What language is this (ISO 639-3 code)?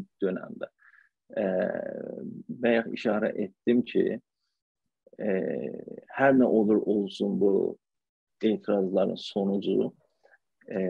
azb